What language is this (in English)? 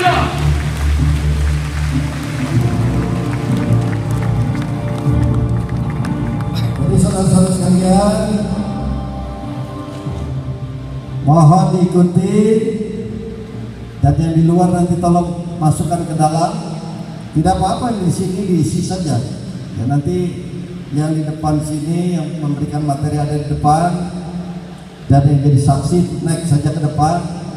Indonesian